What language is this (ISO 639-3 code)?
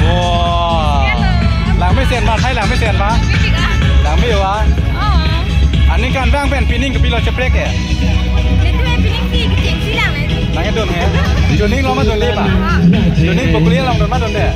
mjw